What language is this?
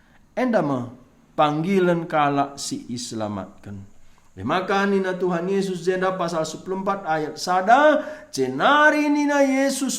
Batak Karo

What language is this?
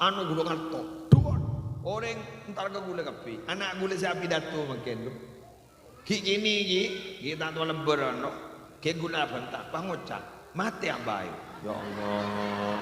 Madurese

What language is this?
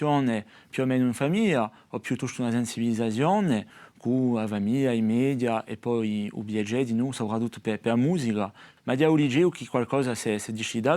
Corsican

